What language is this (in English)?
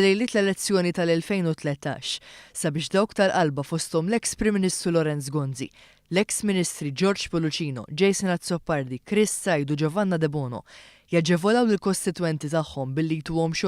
Maltese